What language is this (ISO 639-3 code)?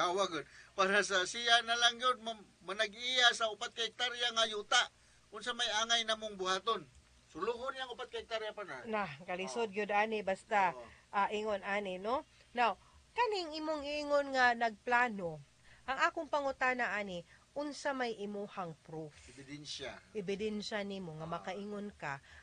ceb